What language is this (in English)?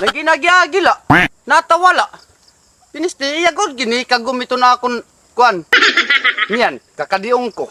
Waray